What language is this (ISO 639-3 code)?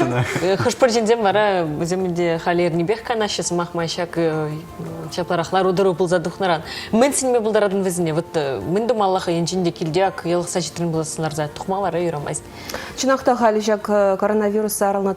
chv